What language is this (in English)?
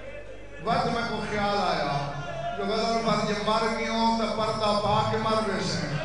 Saraiki